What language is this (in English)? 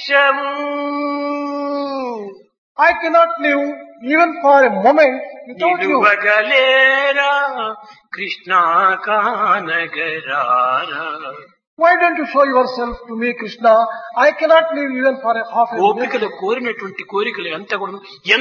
Telugu